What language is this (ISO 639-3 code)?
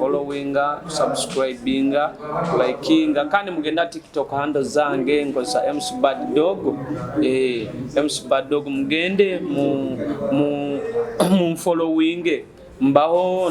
nyo